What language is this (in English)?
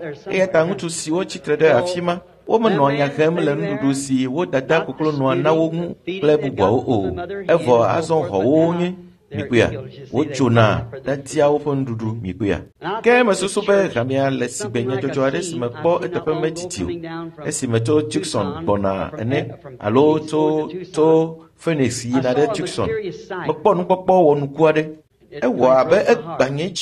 Ewe